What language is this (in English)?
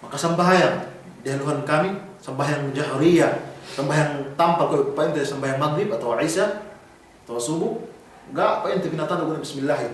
Yakan